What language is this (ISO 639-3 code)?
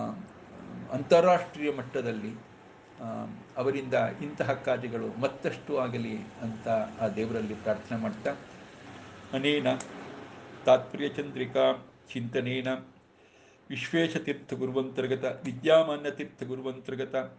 kan